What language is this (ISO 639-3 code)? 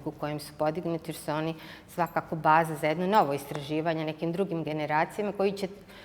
bos